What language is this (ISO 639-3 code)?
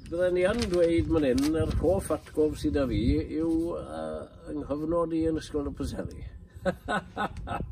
cym